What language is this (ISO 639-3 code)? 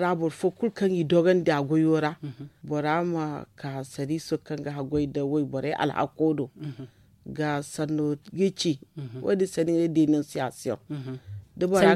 dje